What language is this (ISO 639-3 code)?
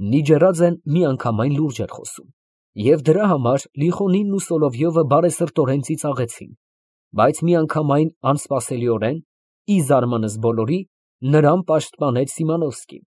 hye